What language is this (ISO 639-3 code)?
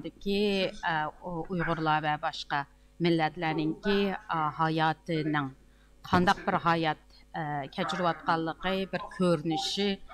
uig